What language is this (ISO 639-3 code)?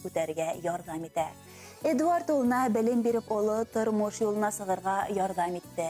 bak